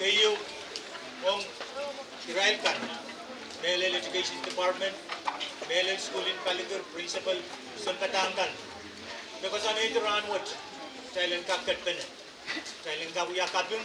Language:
Pohnpeian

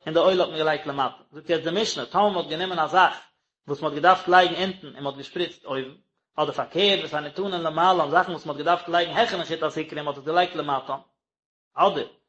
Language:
Yiddish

